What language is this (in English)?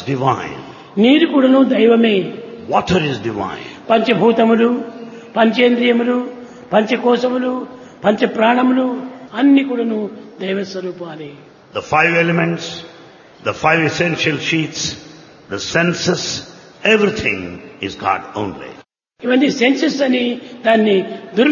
Telugu